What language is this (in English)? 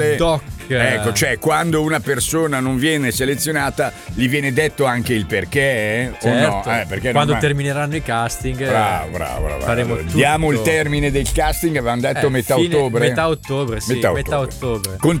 Italian